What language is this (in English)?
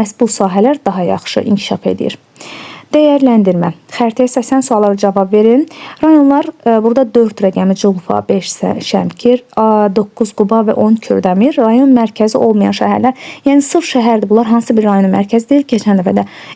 Azerbaijani